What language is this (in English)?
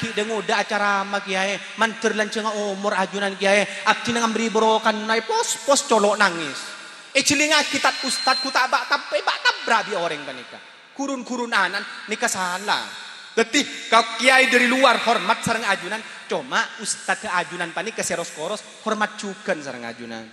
Madurese